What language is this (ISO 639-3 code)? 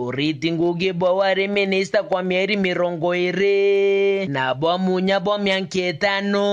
mer